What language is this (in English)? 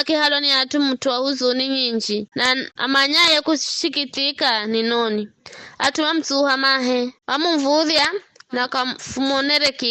Giryama